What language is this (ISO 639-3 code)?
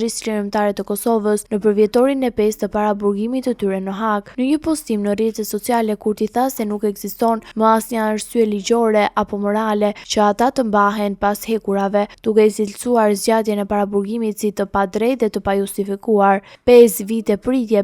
sqi